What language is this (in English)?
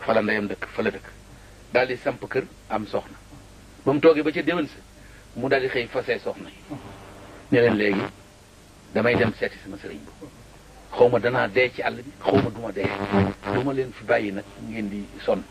Wolof